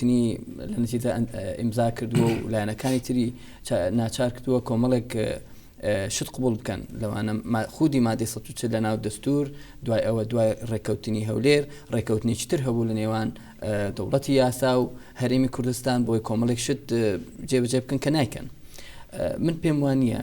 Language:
Central Kurdish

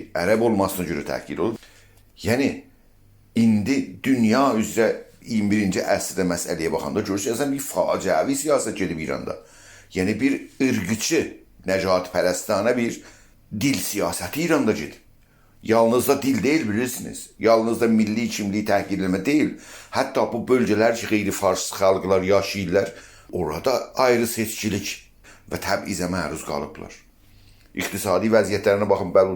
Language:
South Azerbaijani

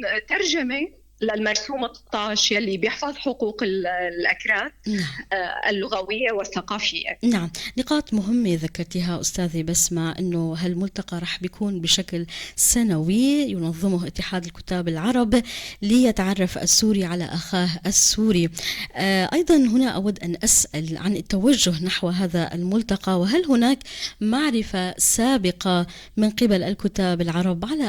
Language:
North Levantine Arabic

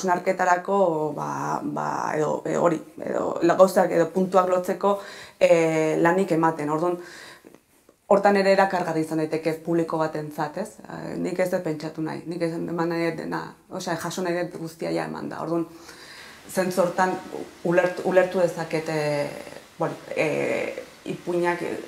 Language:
Basque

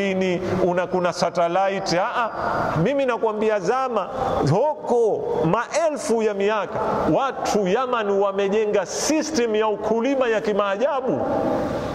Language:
Swahili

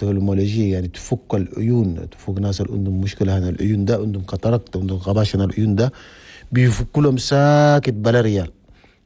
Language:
Chadian Arabic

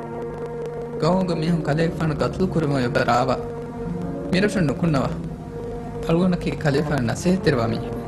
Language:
Divehi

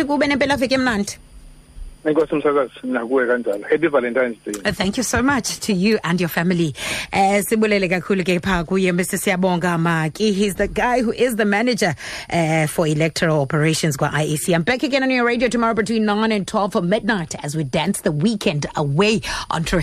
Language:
Xhosa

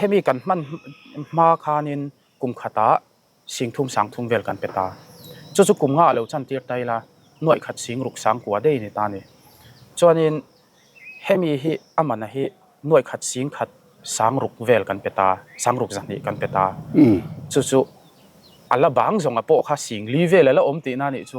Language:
Mizo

